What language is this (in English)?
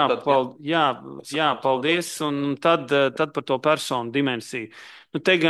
Latvian